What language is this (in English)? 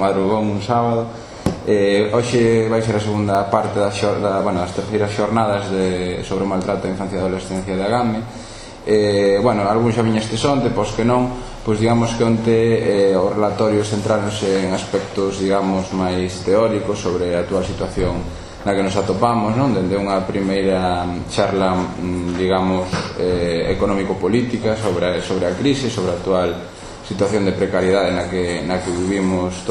Galician